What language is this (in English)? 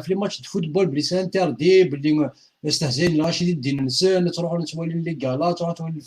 Kabyle